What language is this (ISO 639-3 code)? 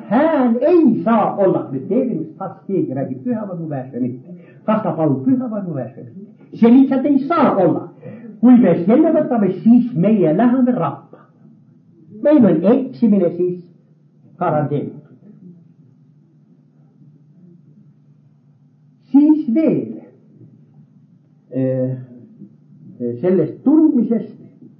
est